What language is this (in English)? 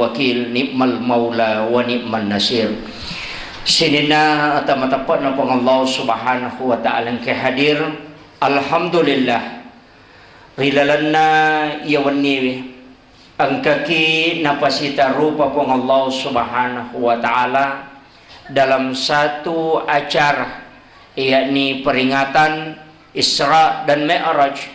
Buginese